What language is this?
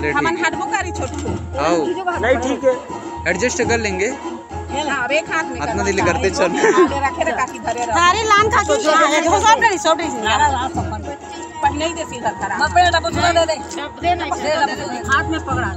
Chhattisgarhi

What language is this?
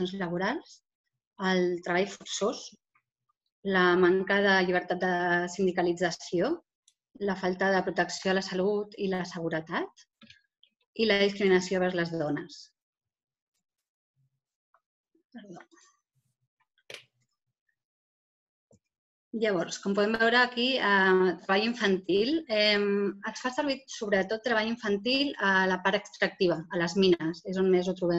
Catalan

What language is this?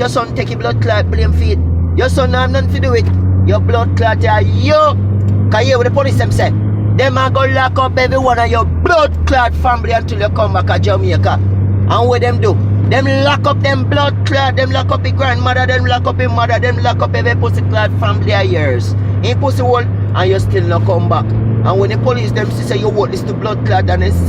Jamaican Creole English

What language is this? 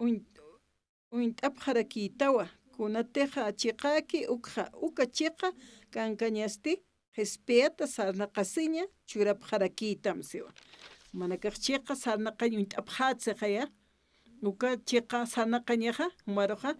Aymara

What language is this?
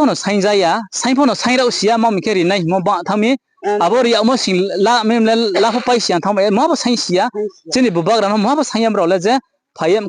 Riang (India)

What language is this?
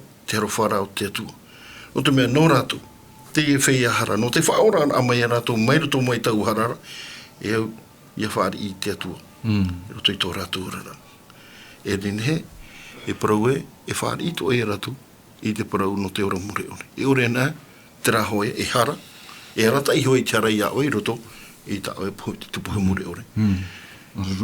Tahitian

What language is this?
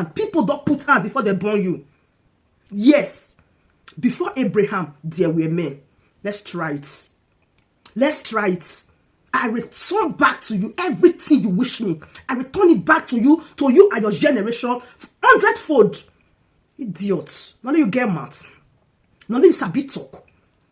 Nigerian Pidgin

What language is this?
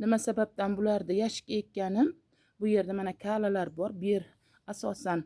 Uzbek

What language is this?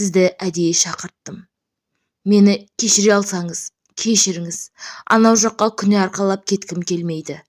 Kazakh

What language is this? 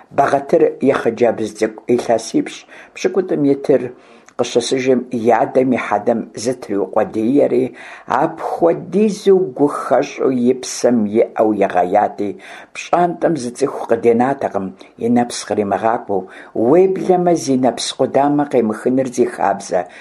Kabardian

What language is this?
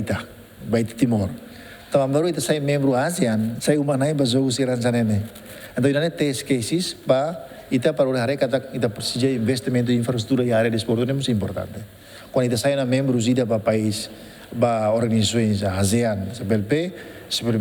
Tetum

